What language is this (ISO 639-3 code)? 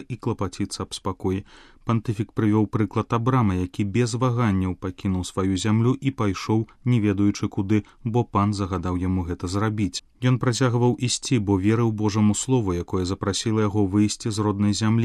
bel